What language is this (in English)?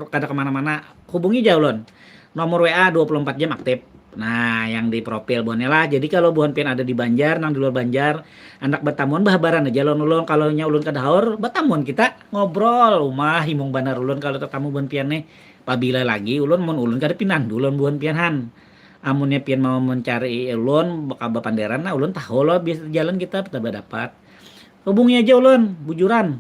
Banjar